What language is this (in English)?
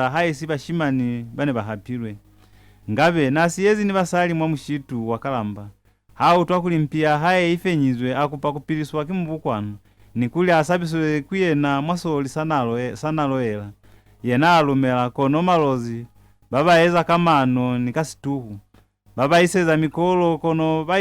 Lozi